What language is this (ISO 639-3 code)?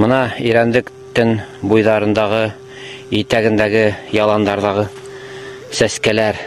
bak